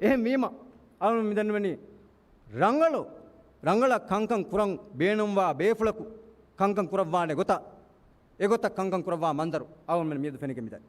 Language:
Divehi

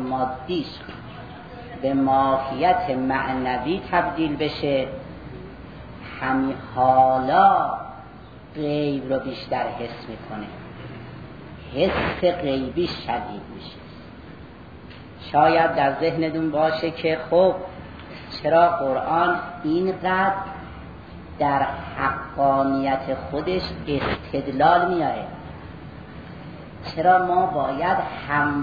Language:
Persian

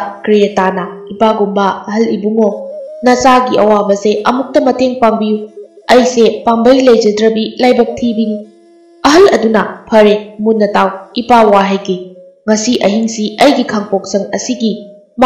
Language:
Manipuri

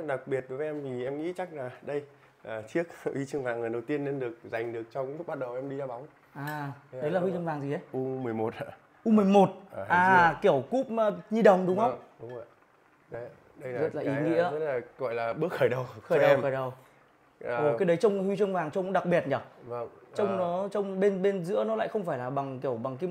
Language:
Vietnamese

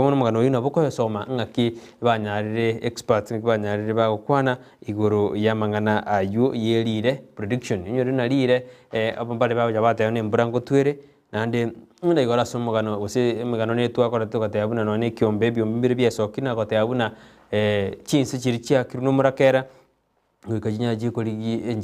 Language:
Gusii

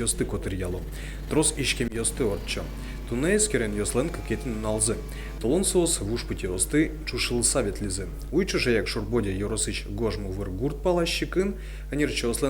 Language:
Udmurt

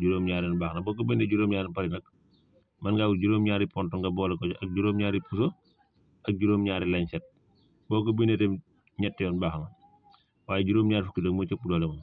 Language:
Wolof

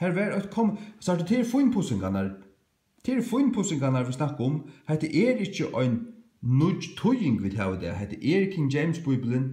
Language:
Faroese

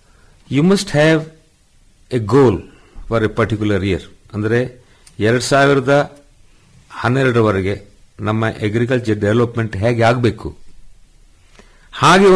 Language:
Kannada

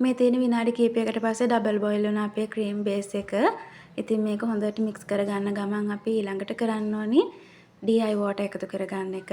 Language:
Sinhala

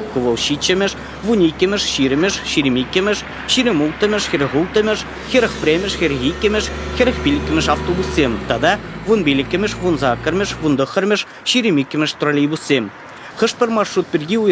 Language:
Chuvash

